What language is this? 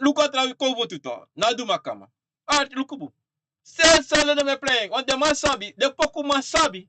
Sranan Tongo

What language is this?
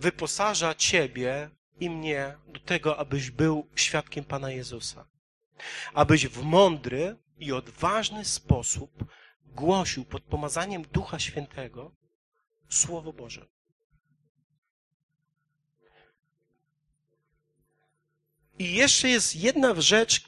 Polish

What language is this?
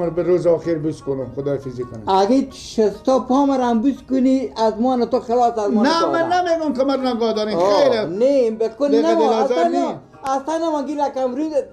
Persian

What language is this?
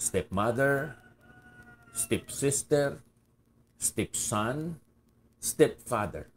Hiligaynon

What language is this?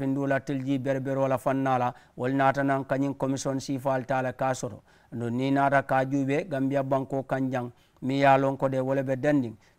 Mandingo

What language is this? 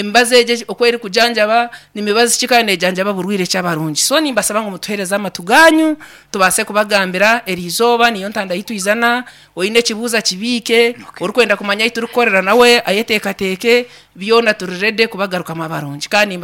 Nyankole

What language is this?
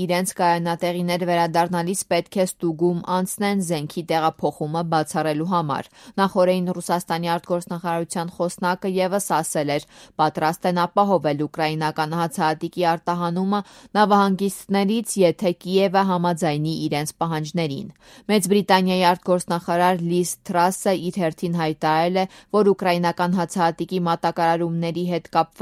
Armenian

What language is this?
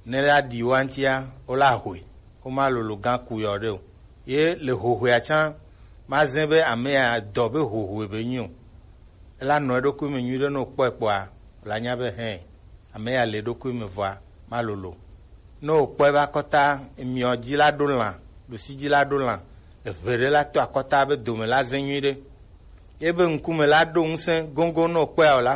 Gen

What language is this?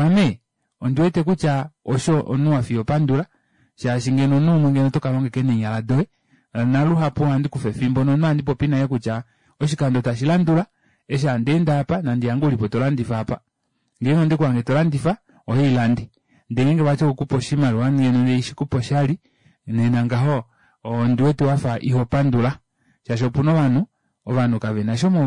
Kuanyama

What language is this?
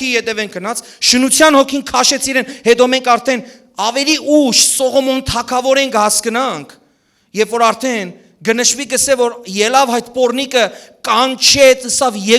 Western Armenian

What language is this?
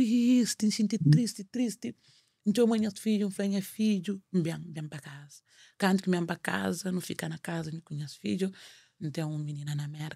Kabuverdianu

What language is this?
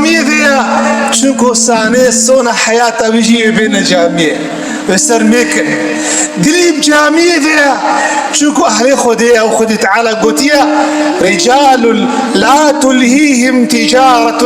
Kurdish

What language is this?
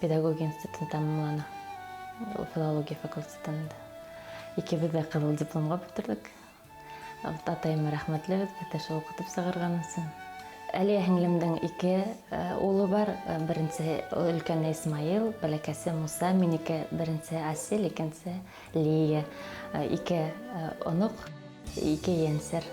Bashkir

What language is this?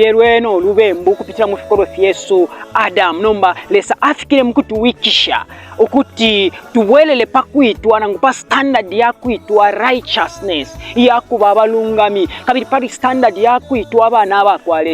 Bemba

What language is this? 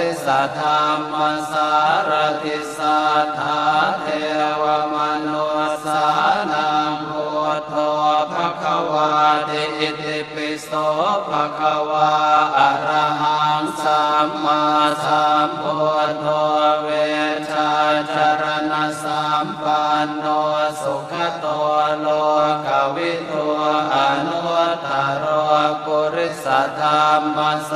Pali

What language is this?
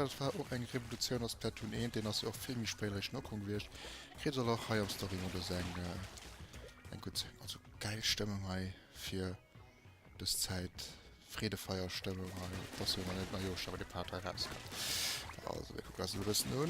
Luxembourgish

